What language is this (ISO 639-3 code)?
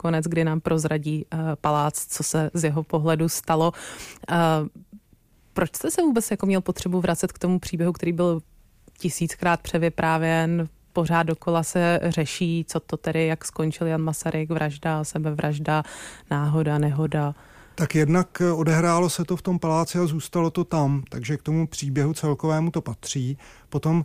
ces